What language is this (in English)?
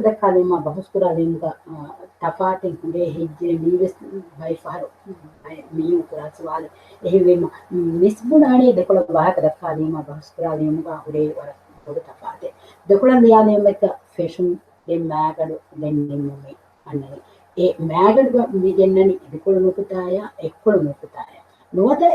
Divehi